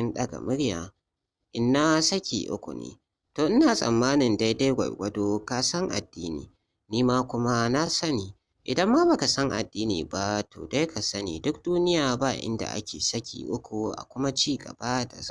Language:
Hausa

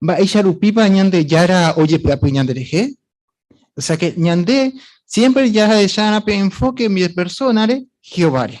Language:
Guarani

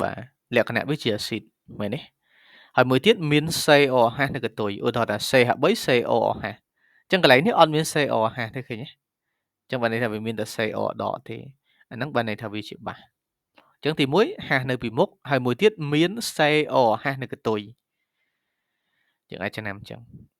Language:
Khmer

